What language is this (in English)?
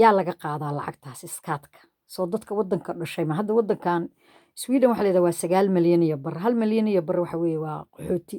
Somali